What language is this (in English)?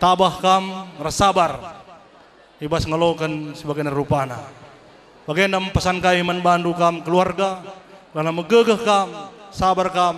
Batak Karo